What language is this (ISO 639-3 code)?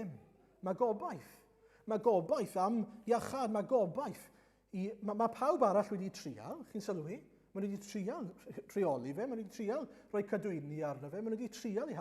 cym